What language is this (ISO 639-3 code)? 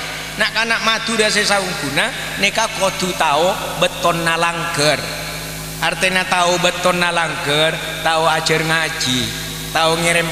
mad